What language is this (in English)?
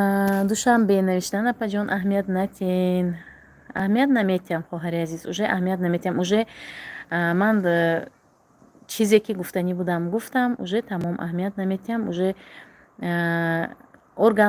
Tajik